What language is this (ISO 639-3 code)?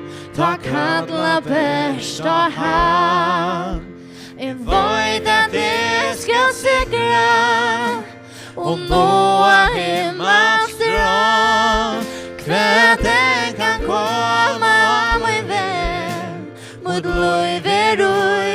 fao